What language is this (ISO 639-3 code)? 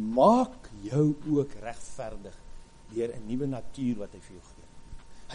afr